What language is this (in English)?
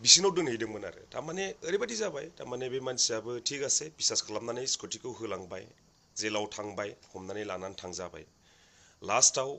Bodo